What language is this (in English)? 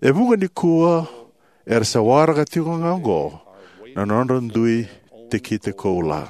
Fijian